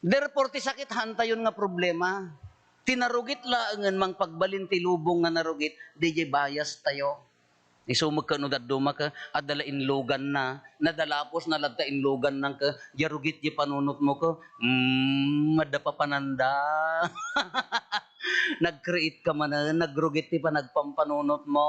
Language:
Iloko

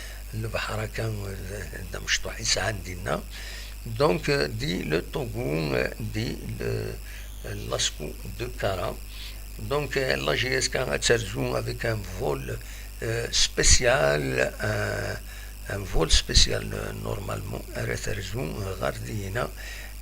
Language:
Kabyle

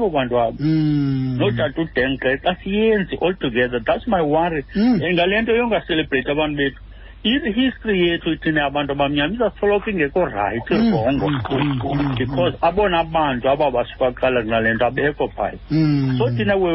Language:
Xhosa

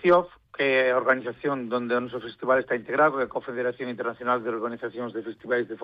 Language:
Galician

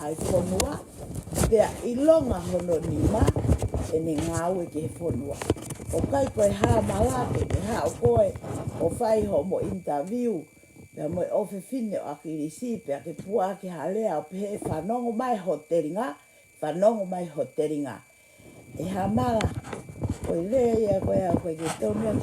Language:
Tongan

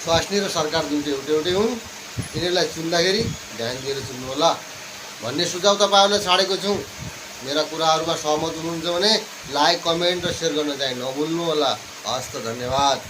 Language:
Nepali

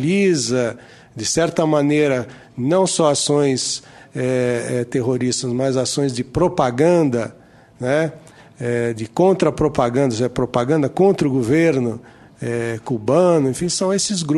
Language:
Portuguese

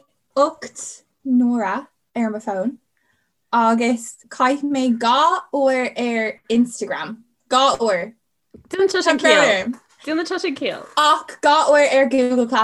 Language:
Irish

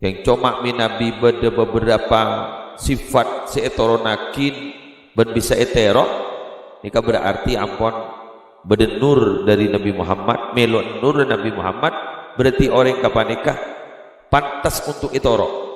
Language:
Madurese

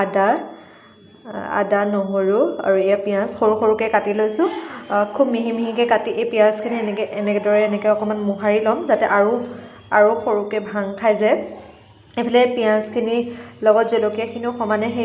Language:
Assamese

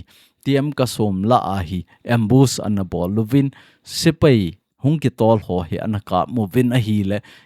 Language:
Thado Chin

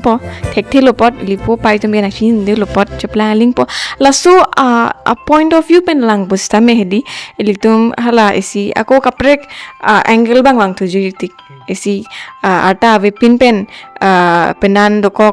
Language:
Karbi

